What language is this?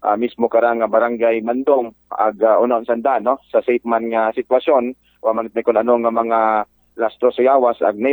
Aklanon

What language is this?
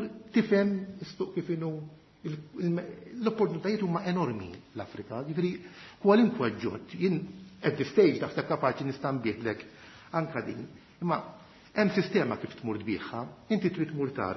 Maltese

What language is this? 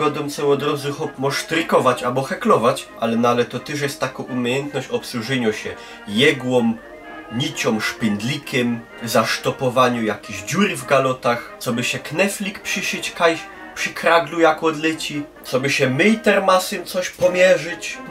Silesian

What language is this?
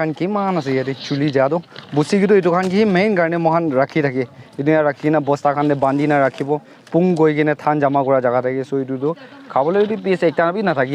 Naga Pidgin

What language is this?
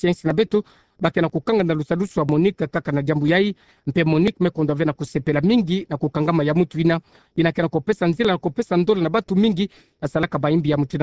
Kituba (Democratic Republic of Congo)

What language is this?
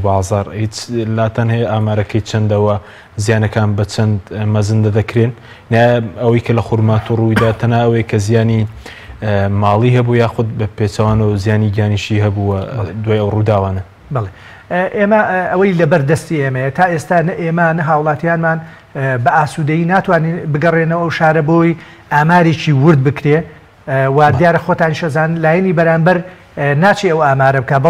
Central Kurdish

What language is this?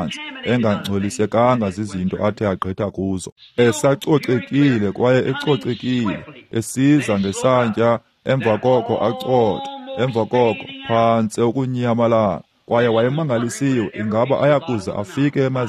Xhosa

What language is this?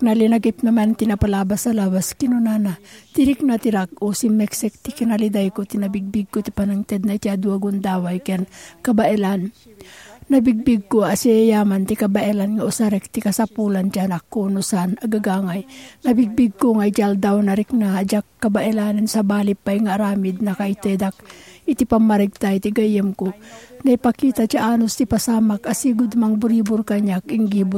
Iloko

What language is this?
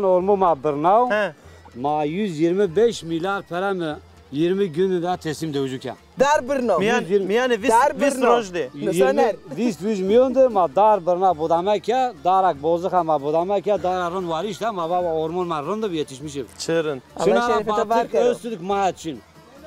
Zaza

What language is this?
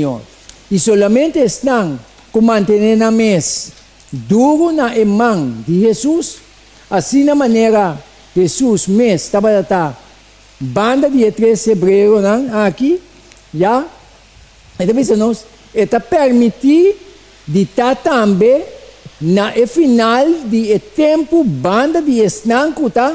Papiamento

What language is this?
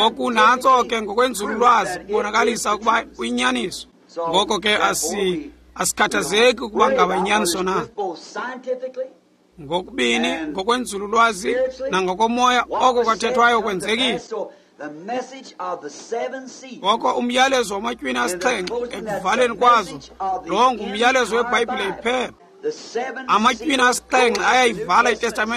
Xhosa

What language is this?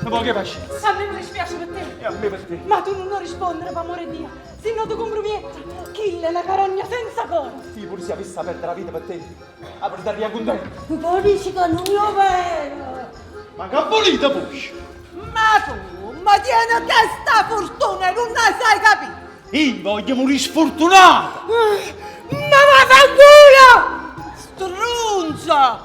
Neapolitan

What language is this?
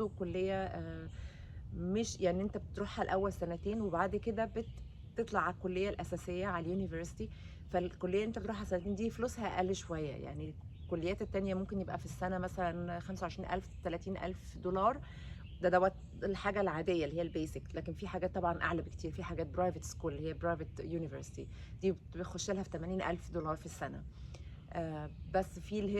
Egyptian Arabic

